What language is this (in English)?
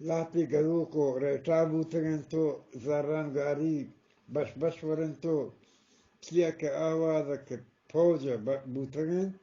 Eastern Balochi